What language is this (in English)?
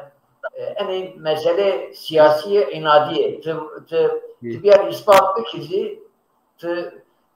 Zaza